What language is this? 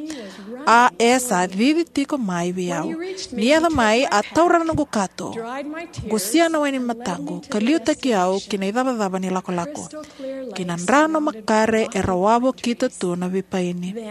Fijian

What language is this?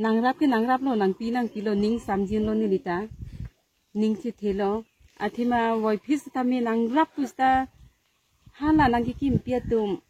Karbi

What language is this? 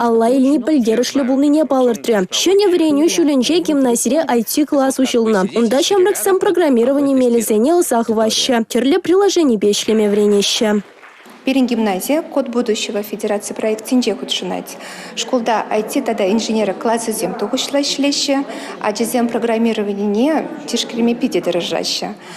Chuvash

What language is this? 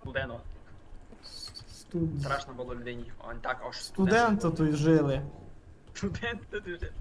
Rusyn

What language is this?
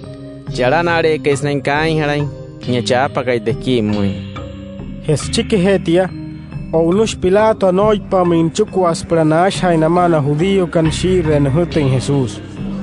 Wayuu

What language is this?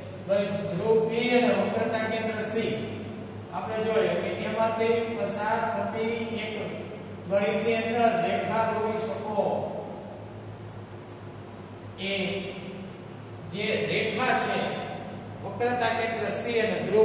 Gujarati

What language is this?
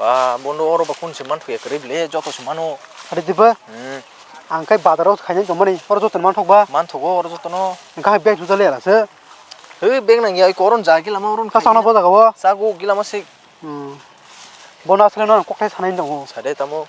Kok Borok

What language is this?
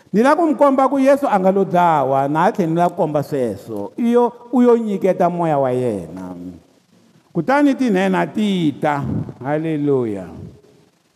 Tsonga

